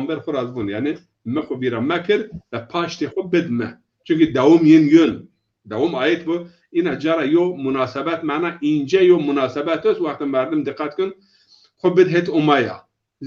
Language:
Zaza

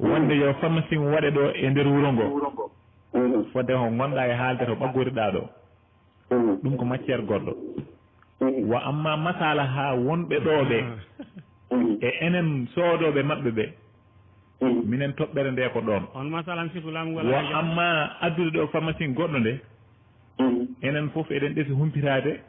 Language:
Fula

